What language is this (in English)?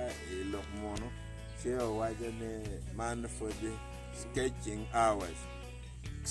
Acoli